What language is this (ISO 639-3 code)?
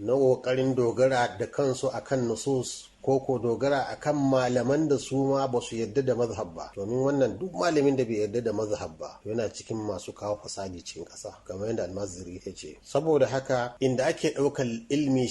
hau